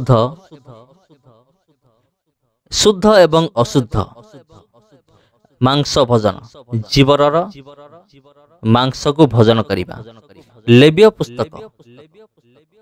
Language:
Odia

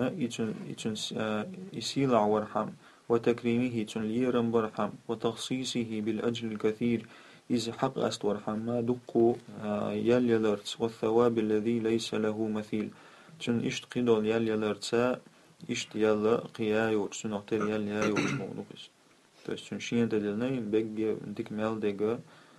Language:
Chechen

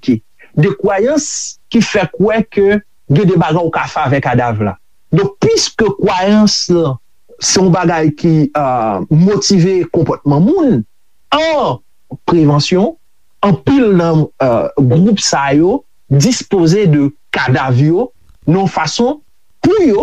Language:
Haitian Creole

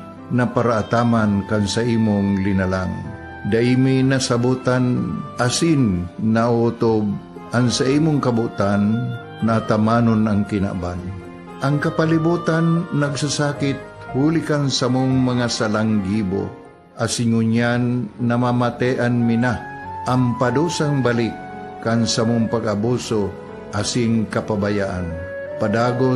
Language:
Bikol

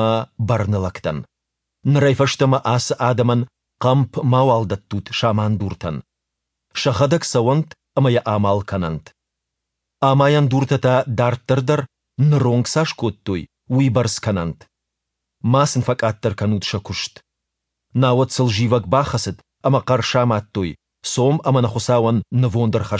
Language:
Ossetic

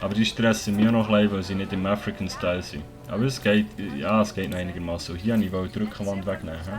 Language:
Swiss German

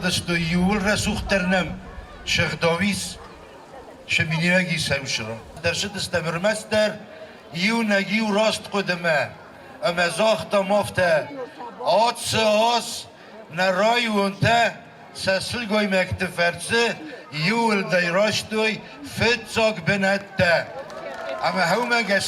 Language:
Ossetic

